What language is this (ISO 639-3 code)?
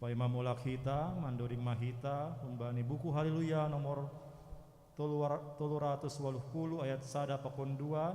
bts